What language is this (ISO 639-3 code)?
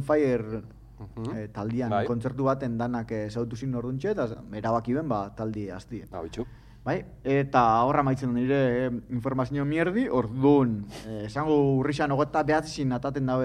eus